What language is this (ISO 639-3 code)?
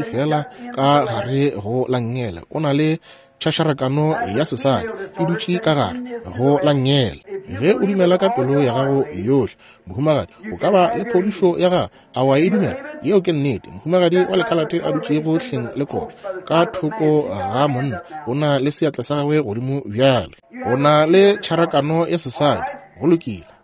nso